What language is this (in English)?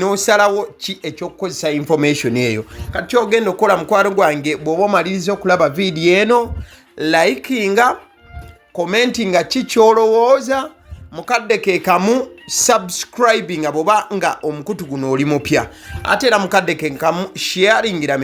Ganda